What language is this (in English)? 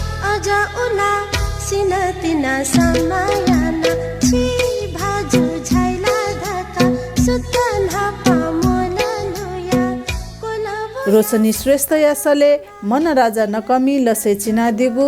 Newari